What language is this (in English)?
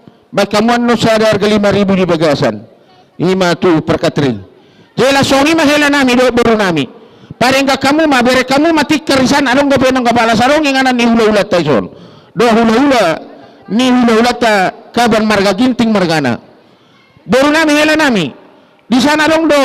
Batak Karo